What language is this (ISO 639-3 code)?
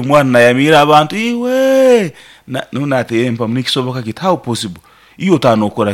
nyo